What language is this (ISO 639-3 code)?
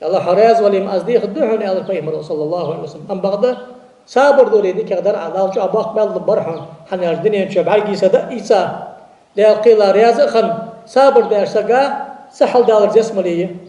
inh